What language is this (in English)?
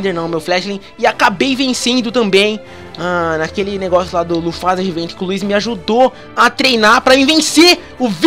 Portuguese